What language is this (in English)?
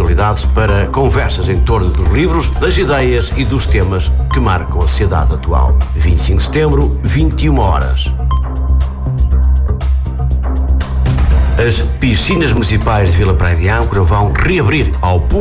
Portuguese